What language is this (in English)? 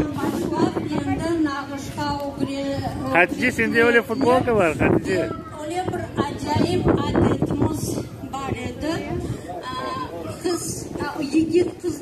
Crimean Tatar